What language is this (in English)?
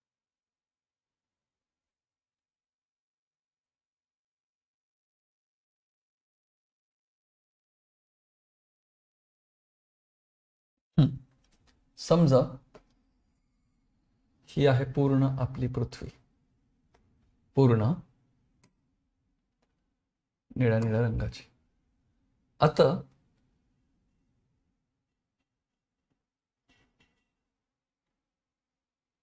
Marathi